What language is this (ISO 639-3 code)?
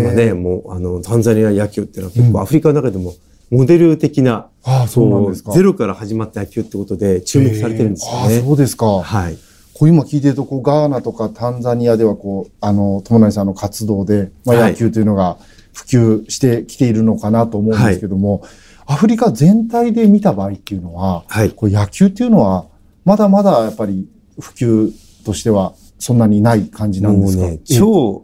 jpn